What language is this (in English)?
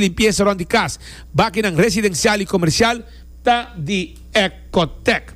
Papiamento